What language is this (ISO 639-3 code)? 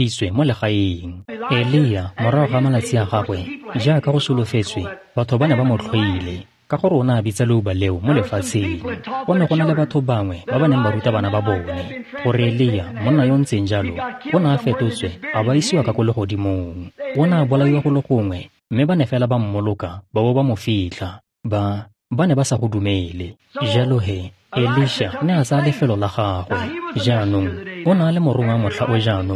tsn